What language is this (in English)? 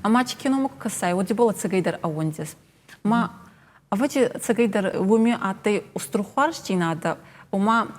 Ossetic